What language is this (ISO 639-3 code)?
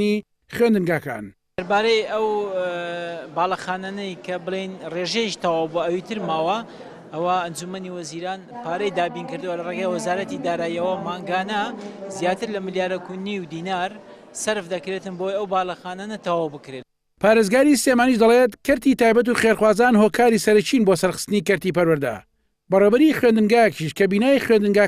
ckb